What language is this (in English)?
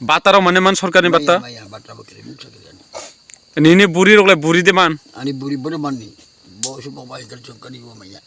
Kok Borok